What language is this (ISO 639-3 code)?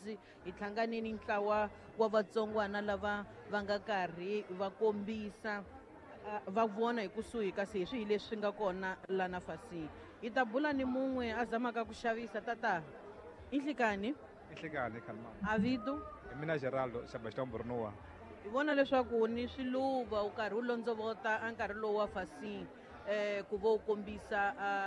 tso